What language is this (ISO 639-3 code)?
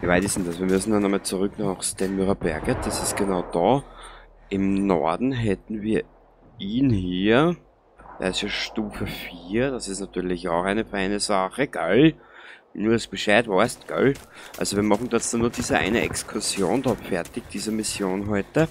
bar